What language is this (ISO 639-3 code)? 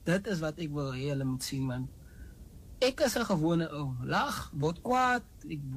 afr